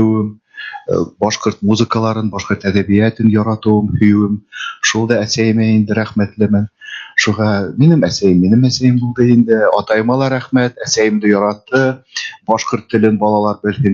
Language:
Bashkir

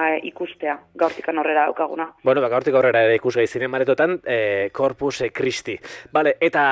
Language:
Basque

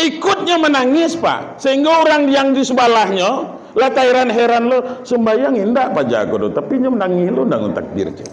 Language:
Minangkabau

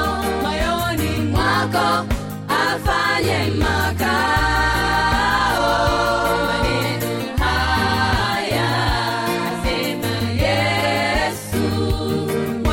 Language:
Swahili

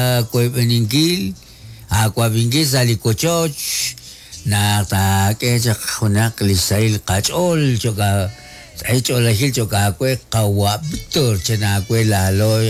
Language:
Kekchí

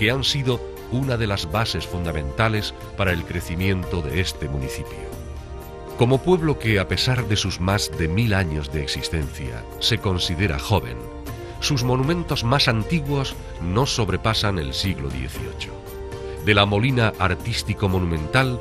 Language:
Spanish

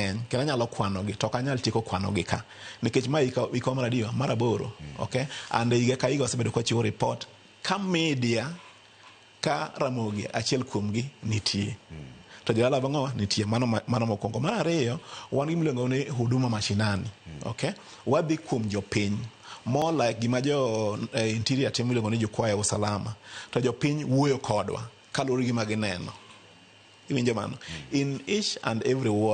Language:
Luo (Kenya and Tanzania)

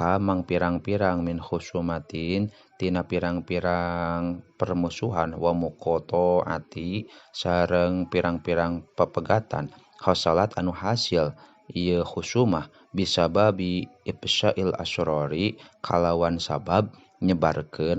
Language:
Sundanese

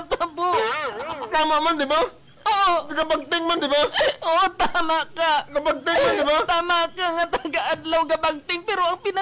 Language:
Hiligaynon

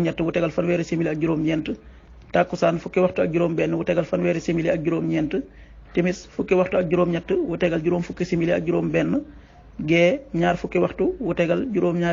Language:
Wolof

